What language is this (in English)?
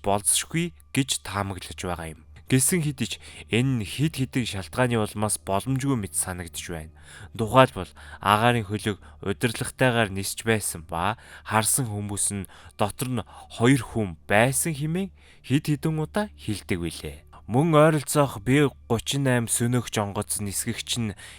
Mongolian